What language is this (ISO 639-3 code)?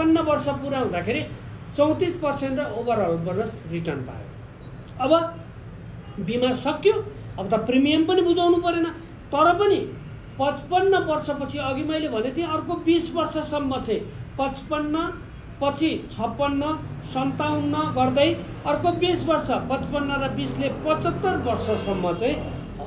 nep